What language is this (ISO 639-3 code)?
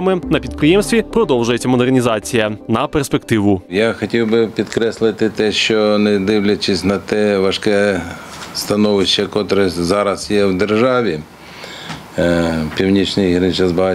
ukr